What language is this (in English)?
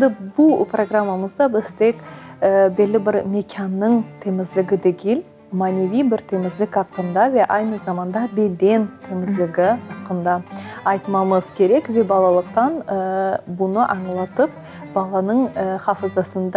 Crimean Tatar